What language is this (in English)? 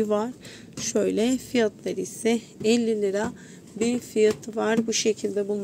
Turkish